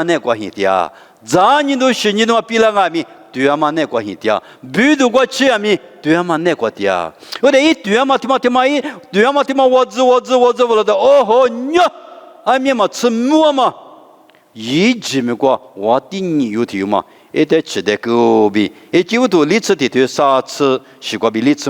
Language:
Lisu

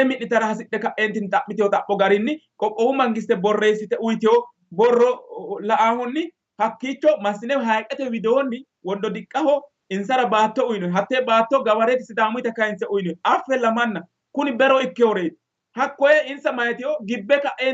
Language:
Sidamo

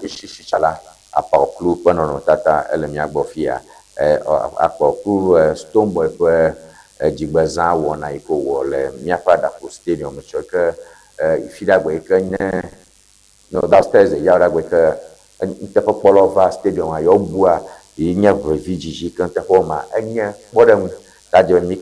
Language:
Ewe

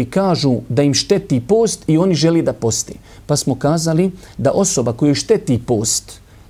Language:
Bosnian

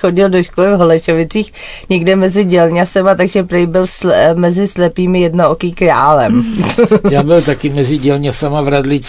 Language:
Czech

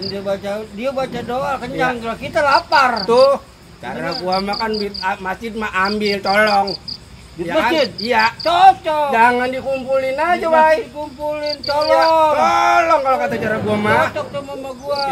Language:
Betawi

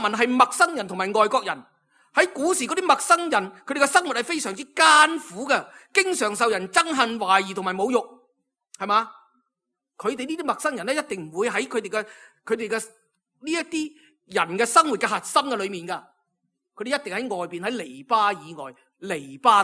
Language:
Cantonese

